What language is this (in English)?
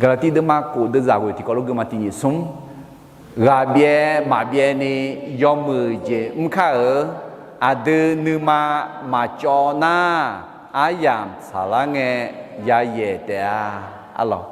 Akha